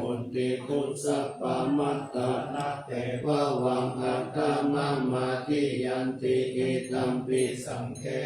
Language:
Pali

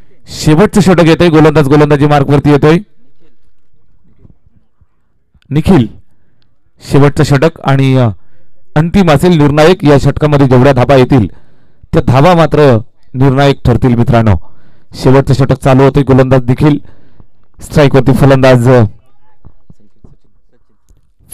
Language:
Marathi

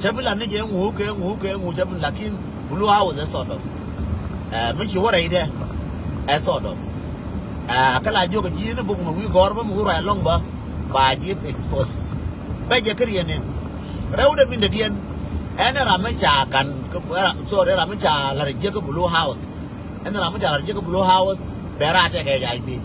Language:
Nuer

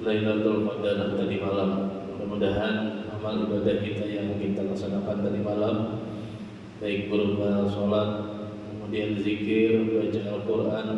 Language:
Banjar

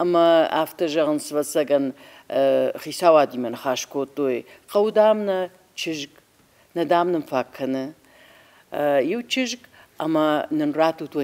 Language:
Ossetic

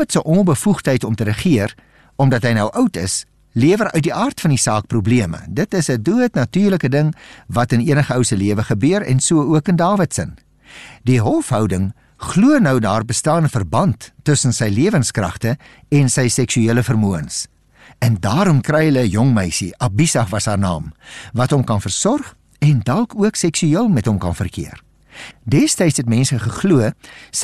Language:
Afrikaans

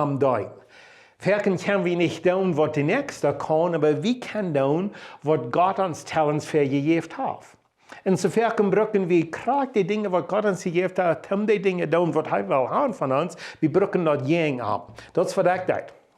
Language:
Plautdietsch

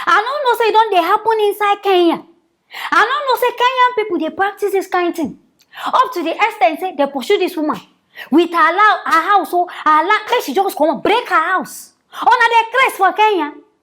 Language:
Nigerian Pidgin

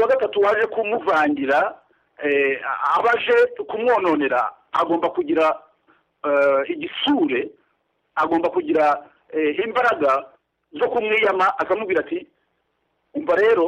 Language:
Kinyarwanda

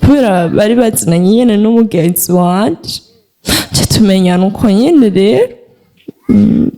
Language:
Rundi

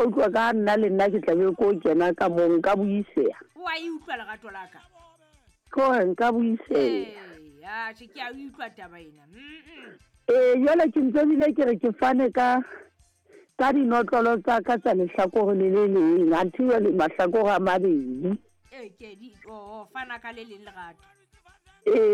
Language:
Southern Sotho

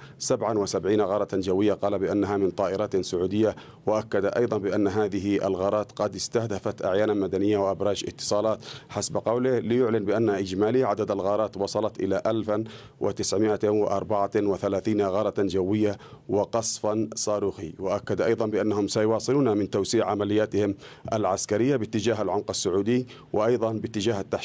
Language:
Arabic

